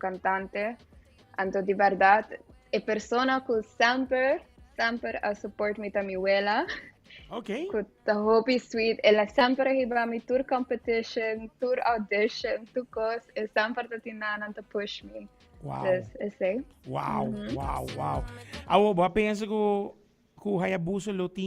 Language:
Papiamento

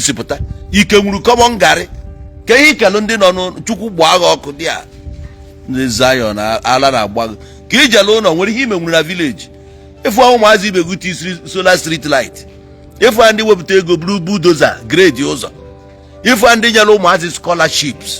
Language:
Igbo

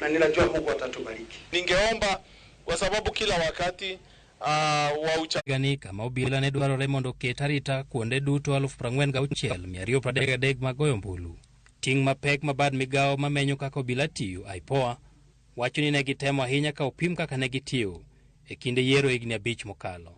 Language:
Luo (Kenya and Tanzania)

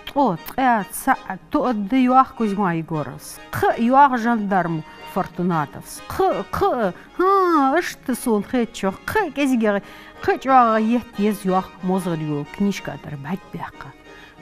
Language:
Ingush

